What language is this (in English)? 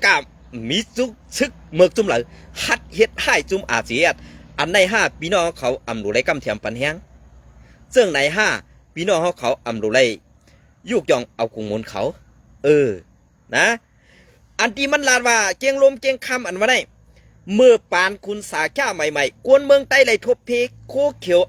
Shan